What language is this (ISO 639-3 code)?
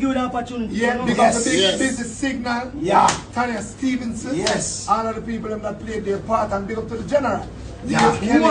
jam